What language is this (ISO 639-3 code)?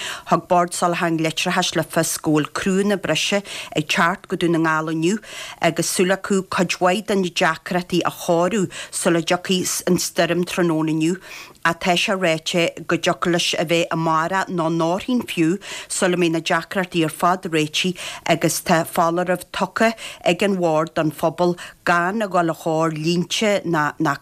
gle